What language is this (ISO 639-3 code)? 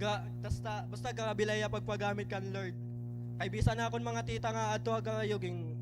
war